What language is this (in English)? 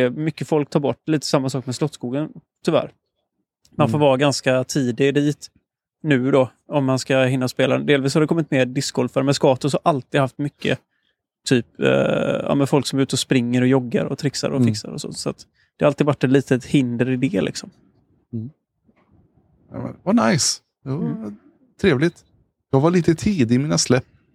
Swedish